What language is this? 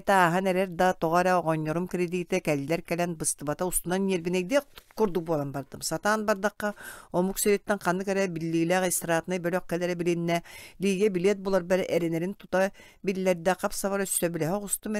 Yakut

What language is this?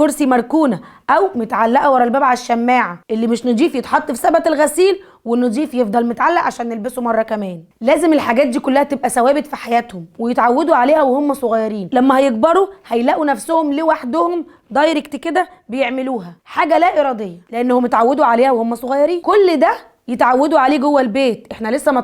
Egyptian Arabic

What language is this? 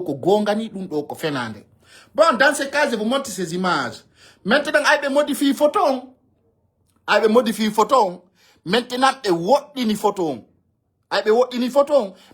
Fula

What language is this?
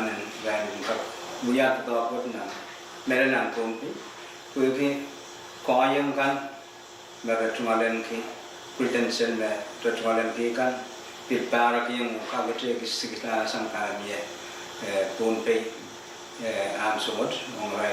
Pohnpeian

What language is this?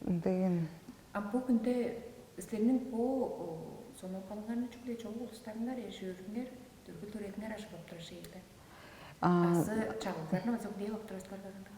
Tuvinian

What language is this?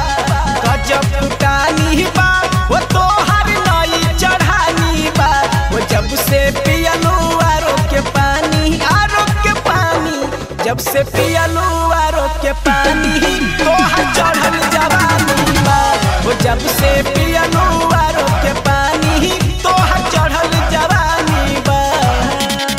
Bhojpuri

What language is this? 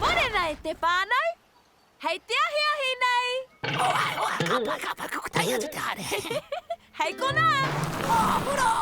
Māori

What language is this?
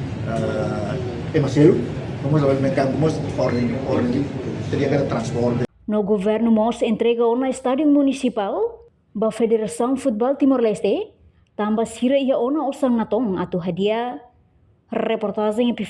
Tetum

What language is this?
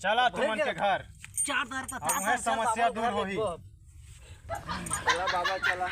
Chhattisgarhi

